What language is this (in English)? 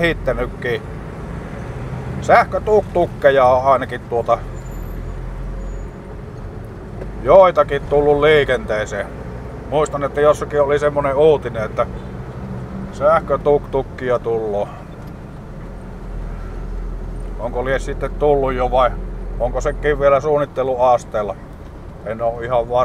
Finnish